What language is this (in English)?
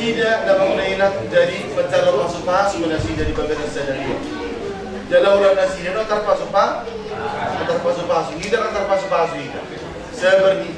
Batak Toba